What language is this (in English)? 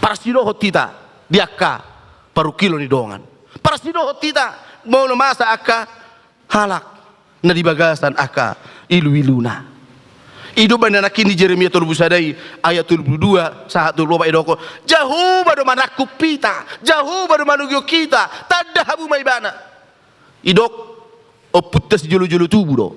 Batak Toba